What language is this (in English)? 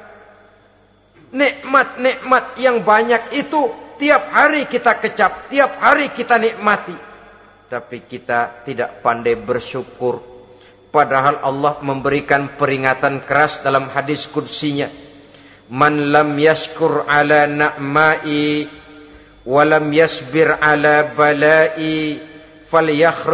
Indonesian